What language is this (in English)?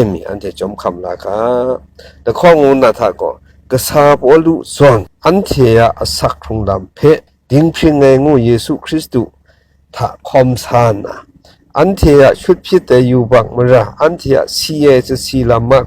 Kachin